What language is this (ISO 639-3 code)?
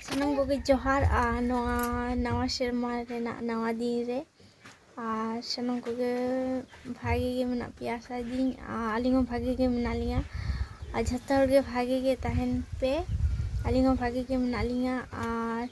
sat